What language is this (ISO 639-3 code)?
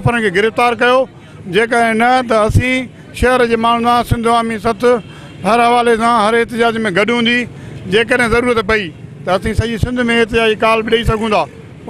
snd